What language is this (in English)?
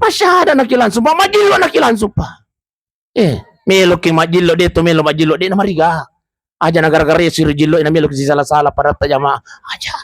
Buginese